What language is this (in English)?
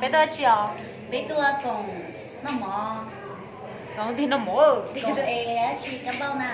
Hmong